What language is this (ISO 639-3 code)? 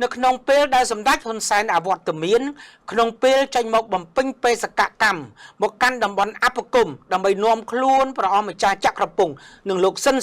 khm